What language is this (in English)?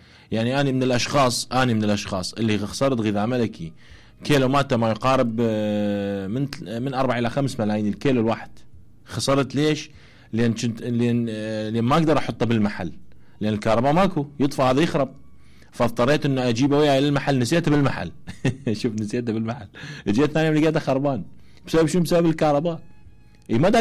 Mesopotamian Arabic